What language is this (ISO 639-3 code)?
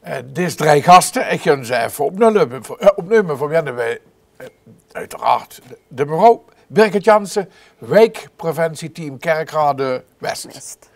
lim